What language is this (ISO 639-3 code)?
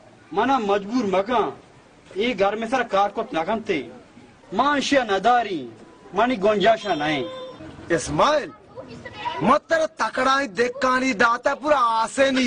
bal